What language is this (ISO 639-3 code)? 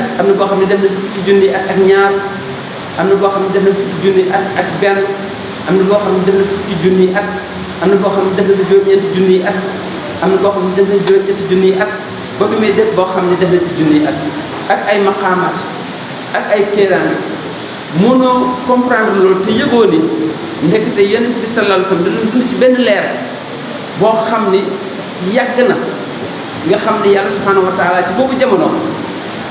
wol